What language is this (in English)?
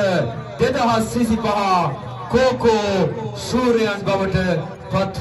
Sinhala